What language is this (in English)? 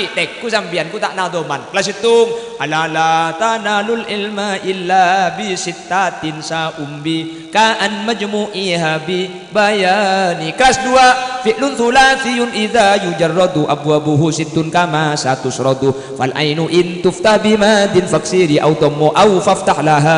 Madurese